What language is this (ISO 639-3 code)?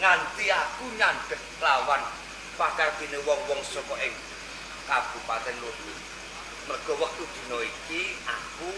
jav